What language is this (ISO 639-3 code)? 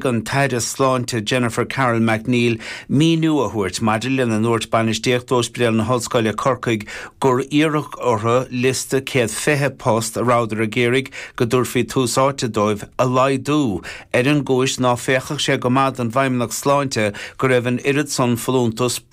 gle